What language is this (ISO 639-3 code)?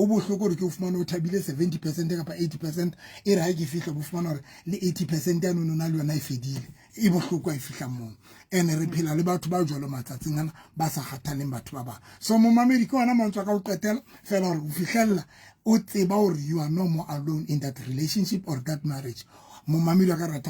sot